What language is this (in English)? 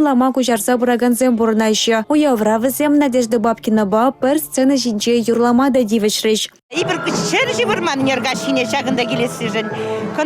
Chuvash